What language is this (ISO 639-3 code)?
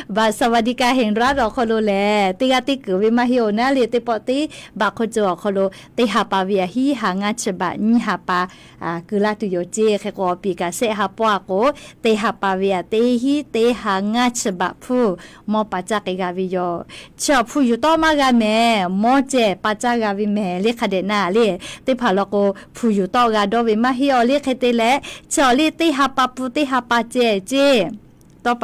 lhu